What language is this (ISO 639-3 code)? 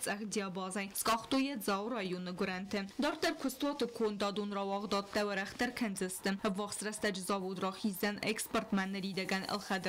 oss